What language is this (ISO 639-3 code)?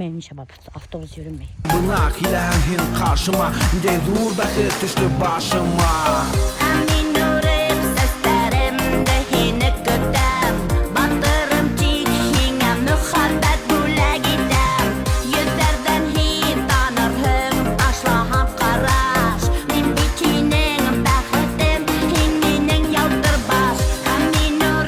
bak